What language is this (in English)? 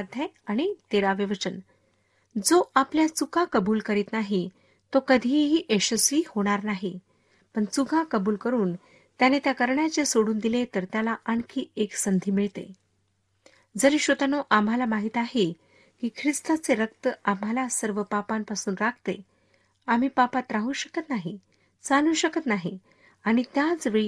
Marathi